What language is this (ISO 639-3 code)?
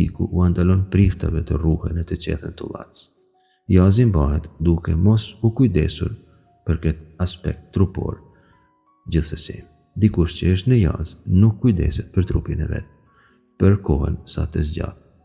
sqi